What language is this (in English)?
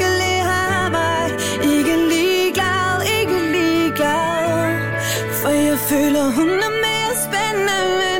Danish